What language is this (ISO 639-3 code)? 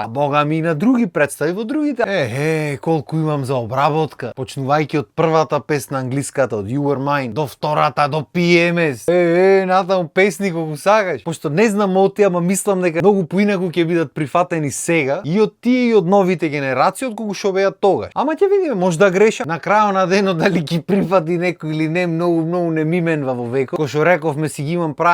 mkd